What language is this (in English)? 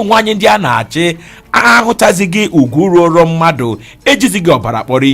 Igbo